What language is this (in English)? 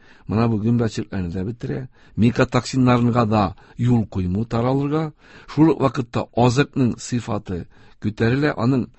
Tatar